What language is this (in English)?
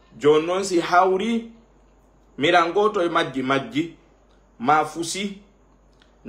Fula